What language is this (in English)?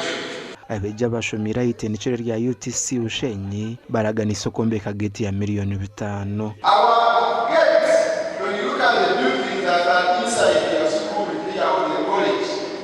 Nyankole